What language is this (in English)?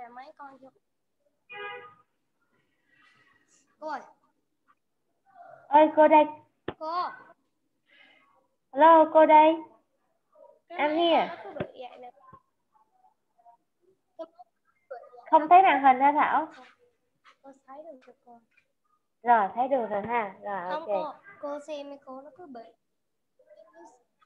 Vietnamese